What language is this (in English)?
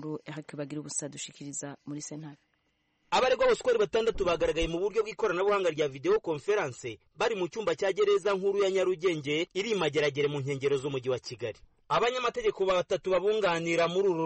Kinyarwanda